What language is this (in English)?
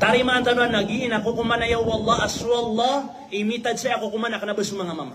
Maranao